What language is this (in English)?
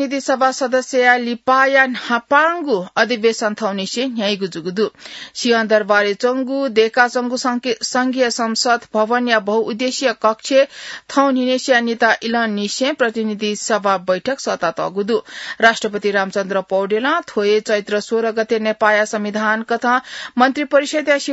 Newari